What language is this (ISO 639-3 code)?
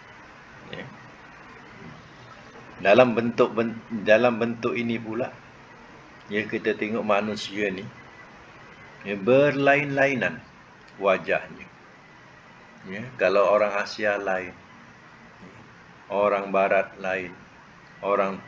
msa